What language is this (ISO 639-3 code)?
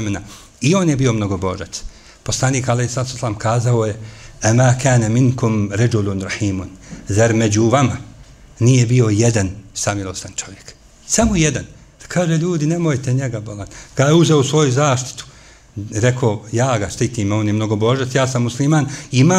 bos